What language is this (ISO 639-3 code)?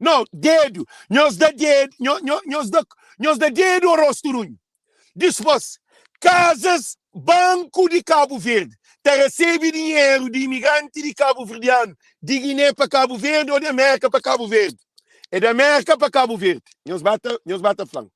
kea